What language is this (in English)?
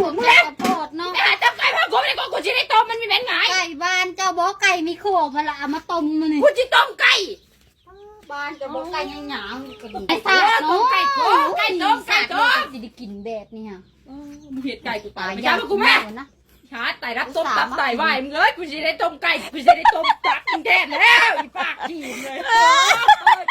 Lao